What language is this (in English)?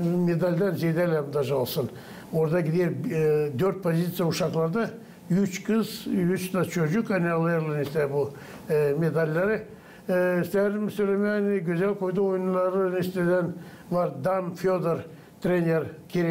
Gagauz